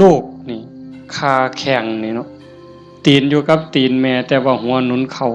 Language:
Northeastern Thai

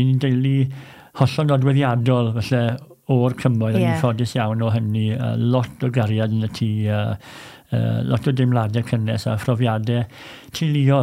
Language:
Welsh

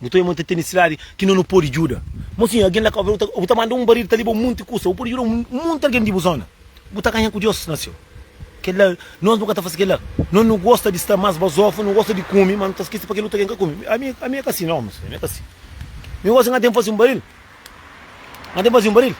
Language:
Kabuverdianu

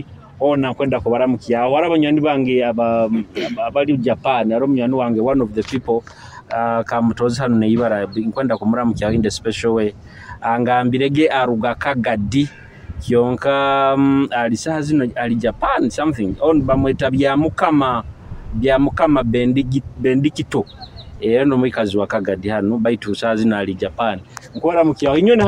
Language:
Nyoro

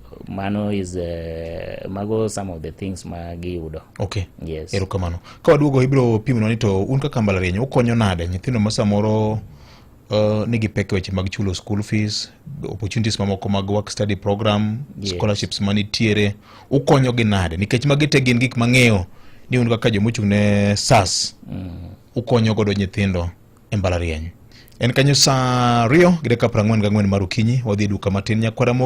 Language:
Luo (Kenya and Tanzania)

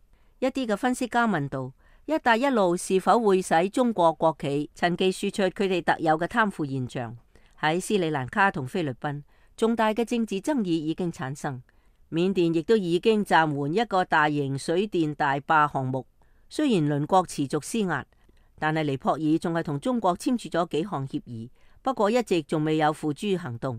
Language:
Cantonese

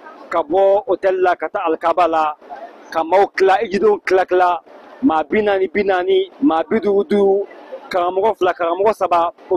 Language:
Bambara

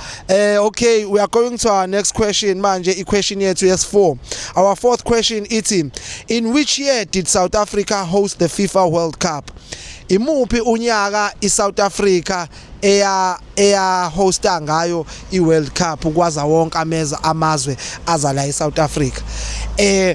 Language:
Zulu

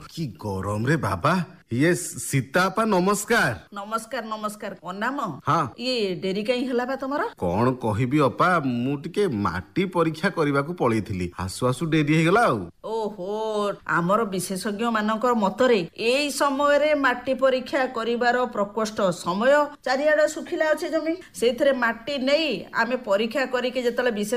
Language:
Odia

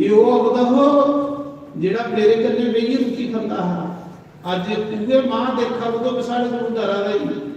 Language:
Dogri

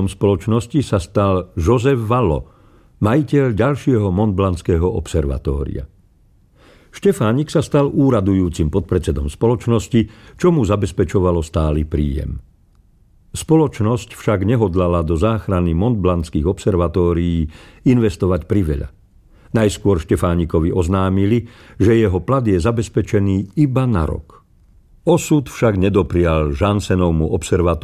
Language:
Slovak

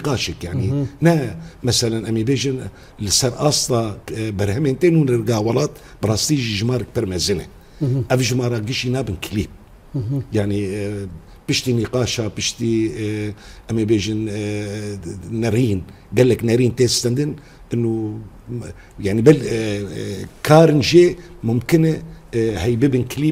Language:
Kurdish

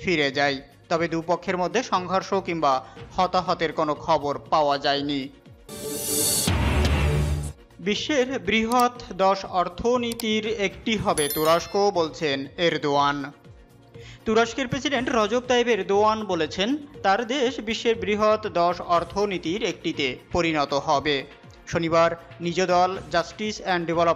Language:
Bangla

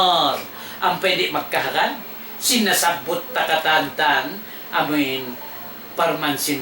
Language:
Tausug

